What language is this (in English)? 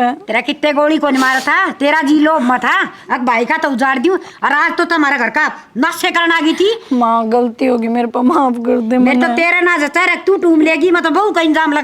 Haryanvi